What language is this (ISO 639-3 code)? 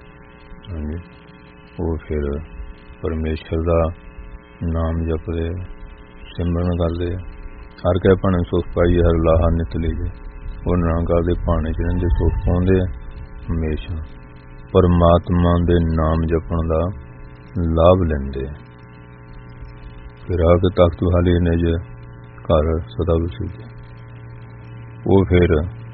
pan